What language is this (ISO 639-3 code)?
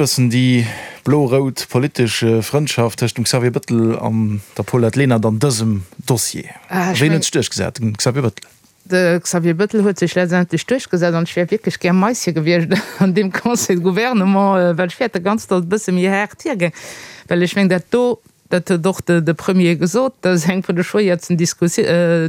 ltz